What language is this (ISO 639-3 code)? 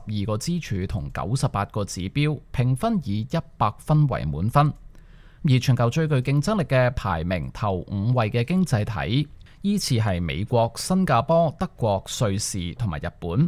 yue